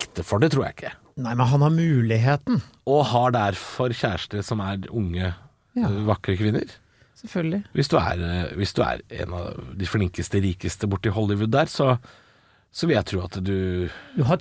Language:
Norwegian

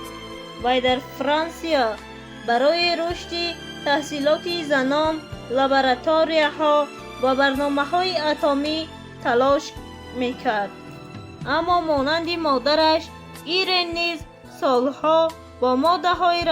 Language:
Tajik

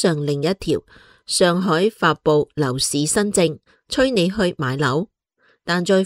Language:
Cantonese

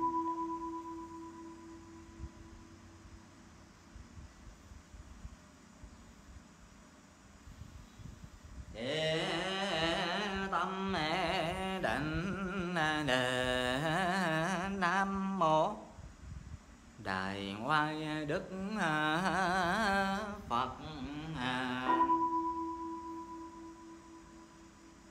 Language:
Vietnamese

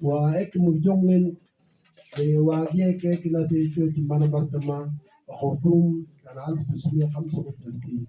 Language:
Mabaan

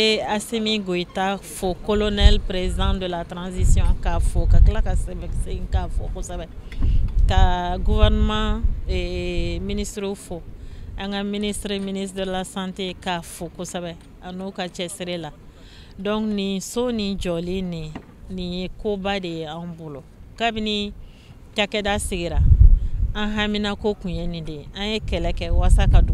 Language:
Bambara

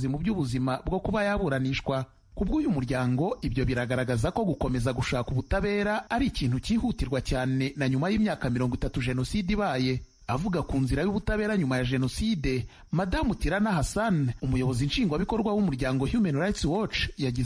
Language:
Kinyarwanda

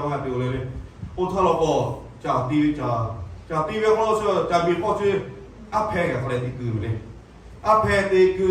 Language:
Lahu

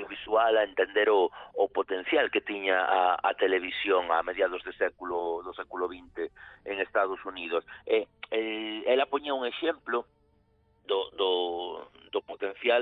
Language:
Galician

